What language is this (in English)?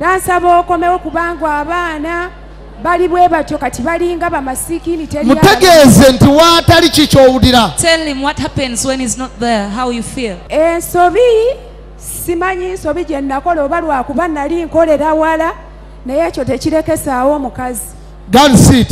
Ganda